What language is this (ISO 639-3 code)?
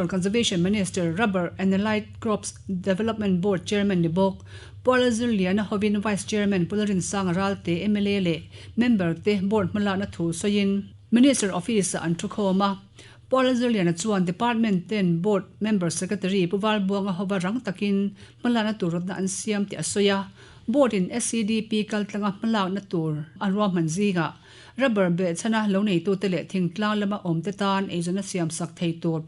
lus